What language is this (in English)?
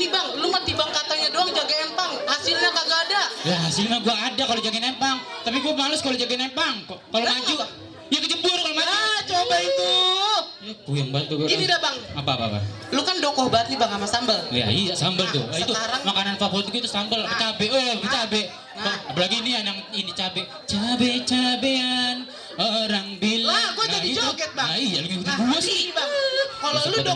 Betawi